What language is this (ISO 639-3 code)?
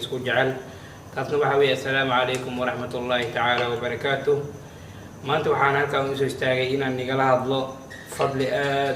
som